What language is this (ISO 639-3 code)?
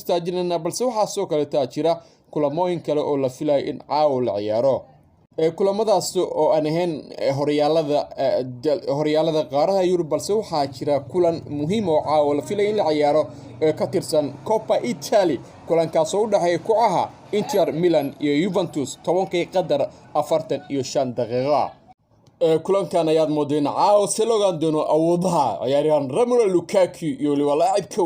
som